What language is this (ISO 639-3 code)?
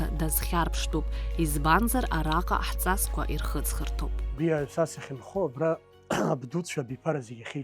abk